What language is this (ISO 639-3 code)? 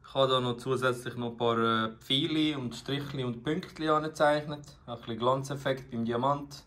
gsw